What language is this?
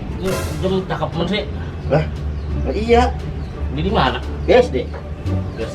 Betawi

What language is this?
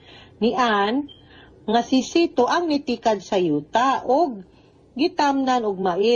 Cebuano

